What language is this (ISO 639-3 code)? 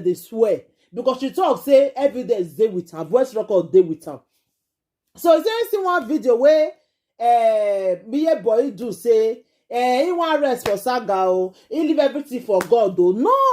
pcm